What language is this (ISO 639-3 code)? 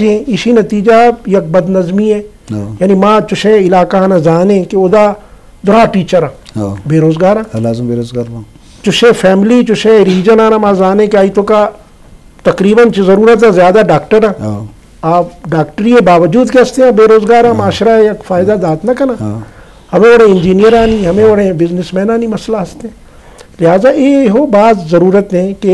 bal